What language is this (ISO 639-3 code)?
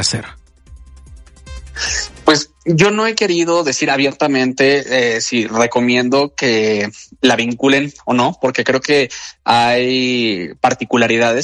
spa